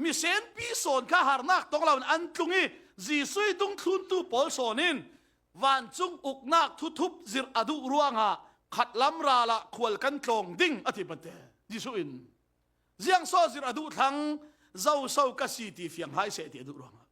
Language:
Falam Chin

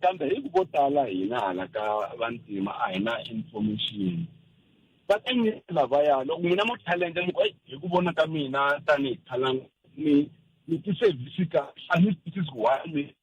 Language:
Tsonga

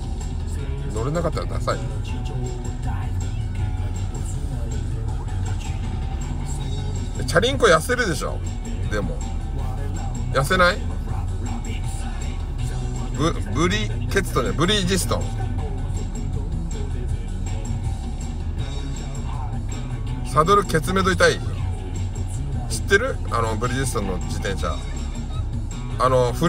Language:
Japanese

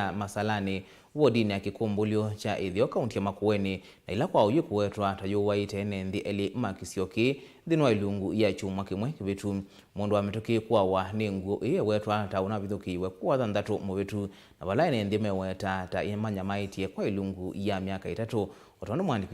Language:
Kamba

